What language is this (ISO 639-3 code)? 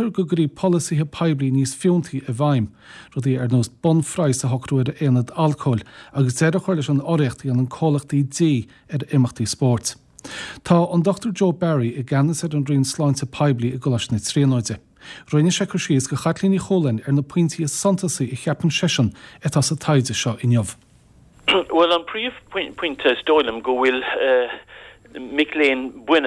gle